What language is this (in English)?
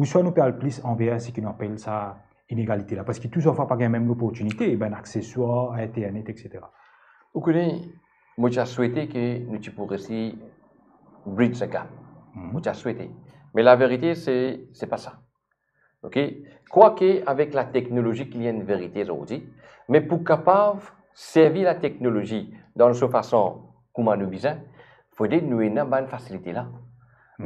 Morisyen